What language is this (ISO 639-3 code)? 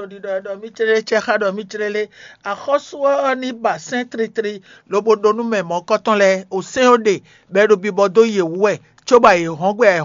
fon